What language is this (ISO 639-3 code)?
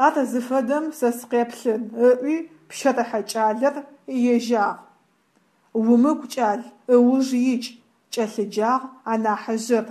ady